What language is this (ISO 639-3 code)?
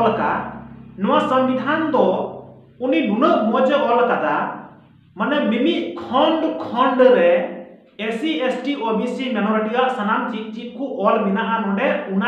sat